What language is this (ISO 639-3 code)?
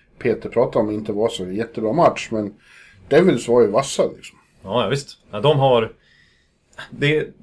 swe